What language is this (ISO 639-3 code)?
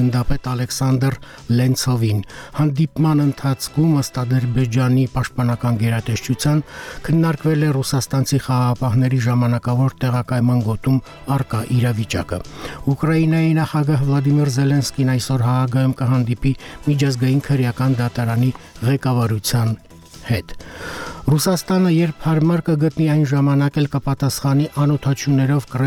hye